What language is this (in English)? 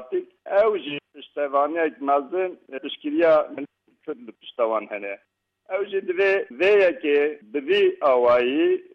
Kurdish